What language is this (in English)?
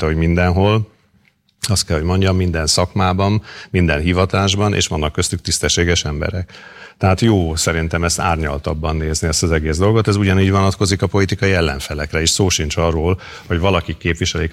Hungarian